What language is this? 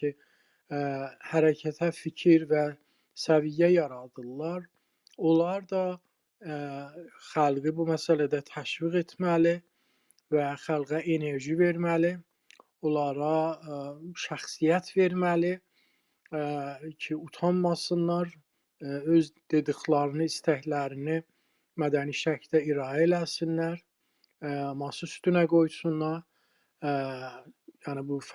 South Azerbaijani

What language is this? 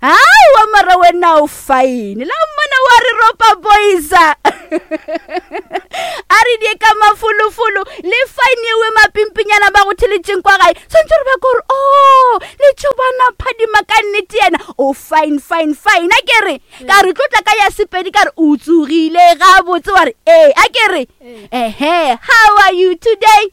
Northern Sotho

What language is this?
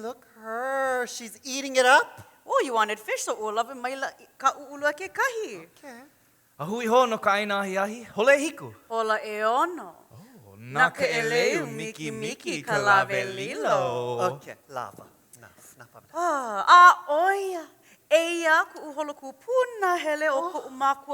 Hawaiian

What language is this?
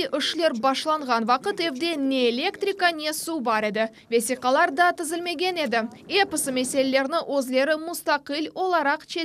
Crimean Tatar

